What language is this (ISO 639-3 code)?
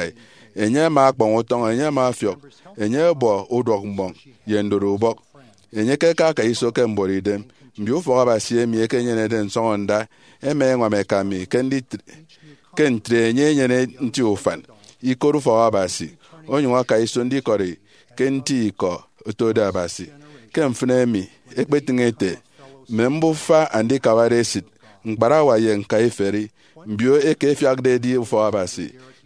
efi